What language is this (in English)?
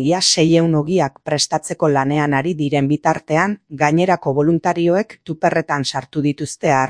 Basque